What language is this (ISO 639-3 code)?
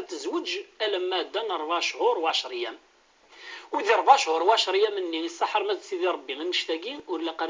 kab